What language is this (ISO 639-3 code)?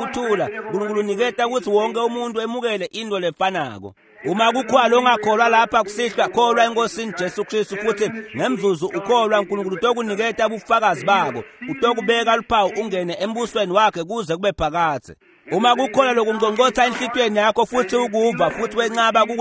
ssw